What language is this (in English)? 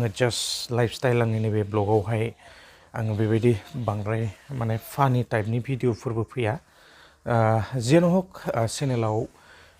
Bodo